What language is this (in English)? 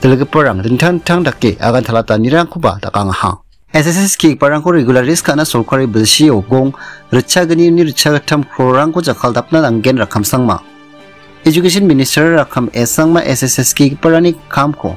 Garo